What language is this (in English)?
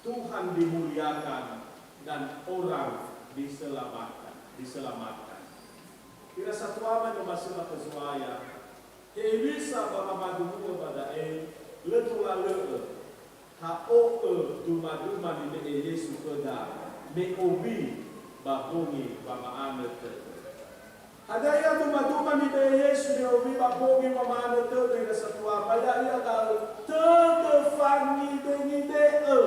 Nias